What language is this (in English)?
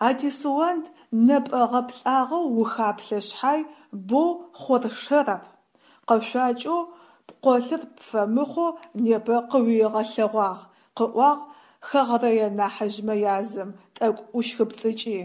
Adyghe